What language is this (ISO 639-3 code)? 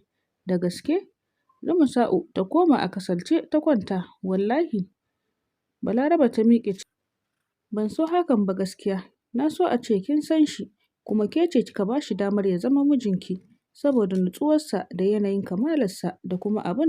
hau